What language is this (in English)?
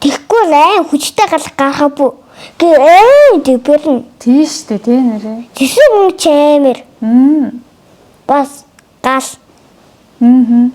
Mongolian